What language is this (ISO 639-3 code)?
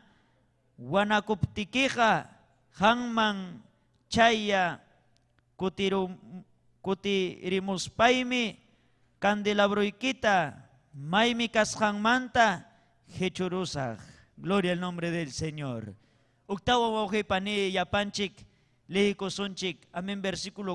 quy